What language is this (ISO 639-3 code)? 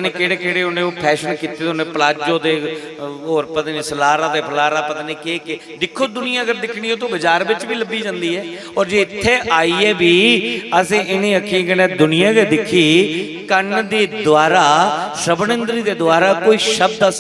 doi